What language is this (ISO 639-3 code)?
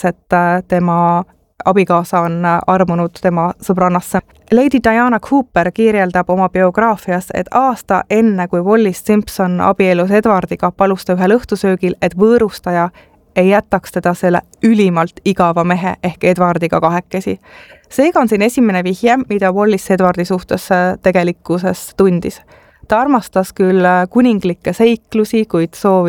est